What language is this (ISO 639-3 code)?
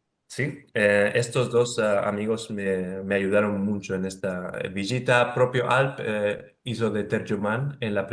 lad